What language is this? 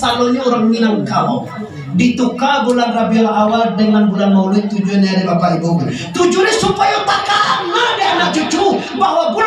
Minangkabau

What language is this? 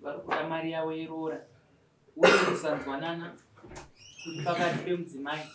Shona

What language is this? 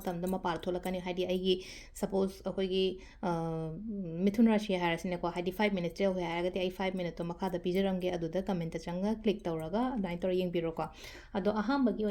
Manipuri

